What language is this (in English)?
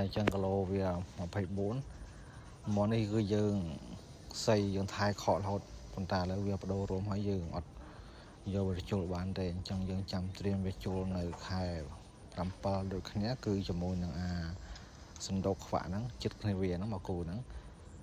Khmer